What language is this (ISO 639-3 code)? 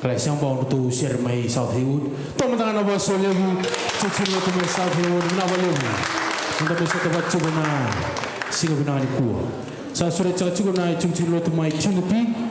fij